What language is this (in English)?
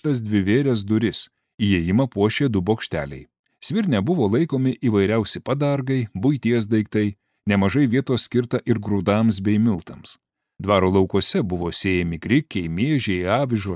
Lithuanian